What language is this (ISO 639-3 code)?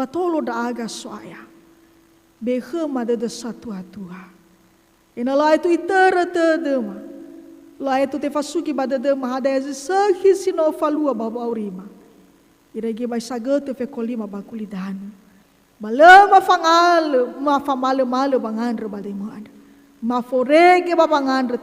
nia